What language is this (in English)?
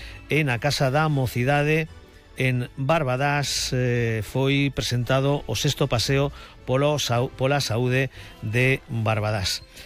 Galician